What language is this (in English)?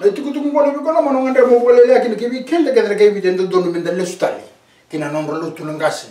Fijian